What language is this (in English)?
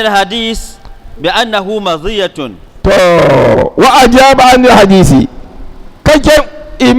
Dagbani